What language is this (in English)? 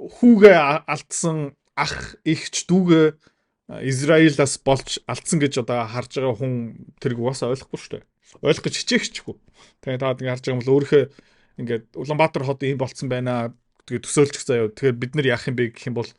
Mongolian